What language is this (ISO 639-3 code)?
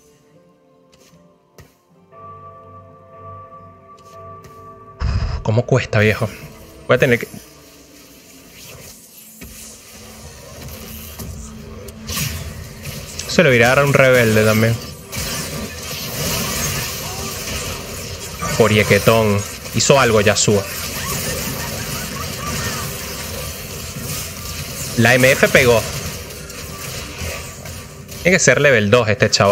spa